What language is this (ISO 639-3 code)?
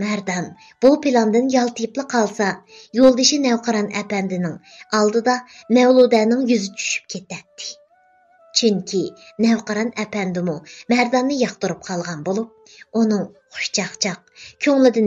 uig